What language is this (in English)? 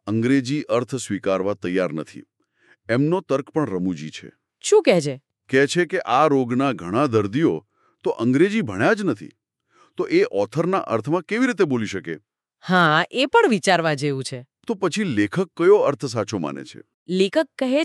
Gujarati